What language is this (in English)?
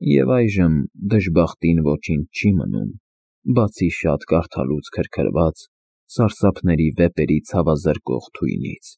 Armenian